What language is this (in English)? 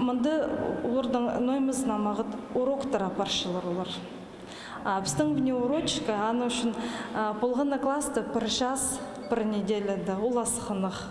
Khakas